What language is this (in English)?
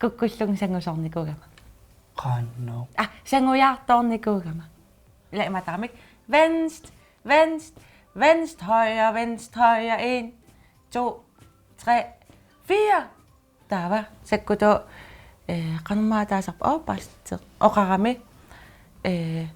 Kalaallisut